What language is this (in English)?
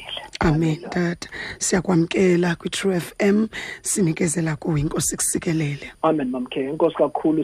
Xhosa